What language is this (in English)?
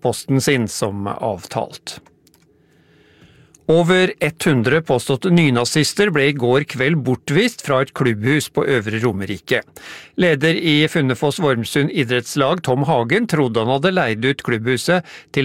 Norwegian